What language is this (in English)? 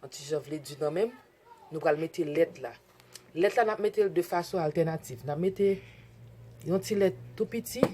Haitian Creole